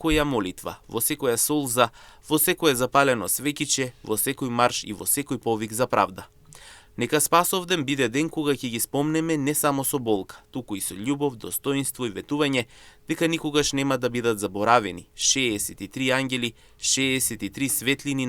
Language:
Macedonian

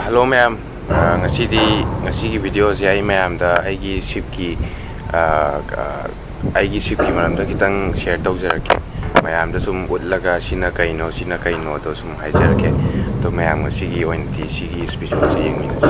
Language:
Manipuri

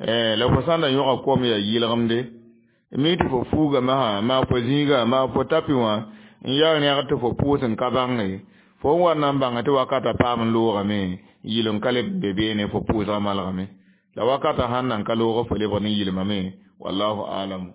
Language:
Mossi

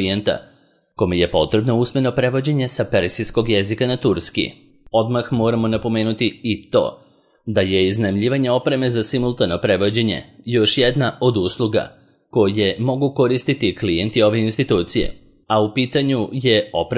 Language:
Serbian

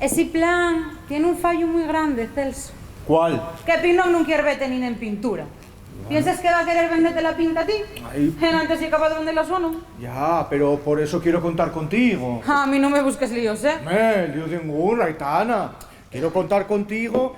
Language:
Asturian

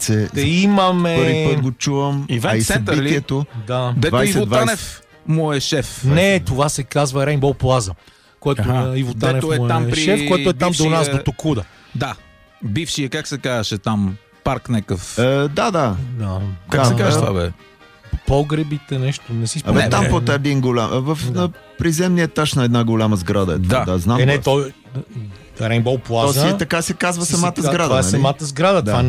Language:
Bulgarian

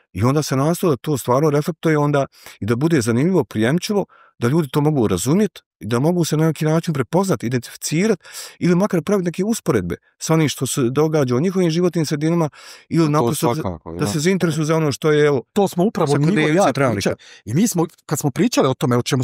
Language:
Bosnian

